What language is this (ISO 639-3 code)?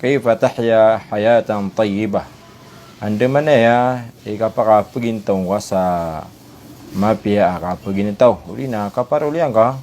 mrw